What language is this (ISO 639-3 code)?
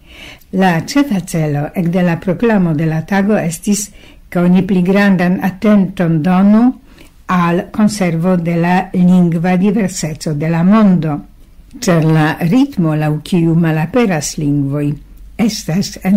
epo